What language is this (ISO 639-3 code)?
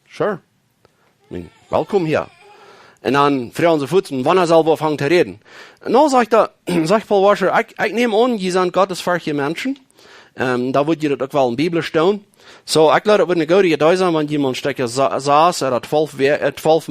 pdt